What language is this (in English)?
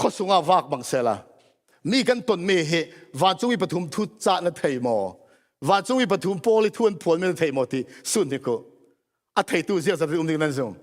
Falam Chin